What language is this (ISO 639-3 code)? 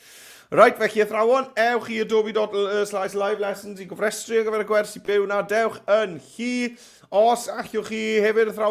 cym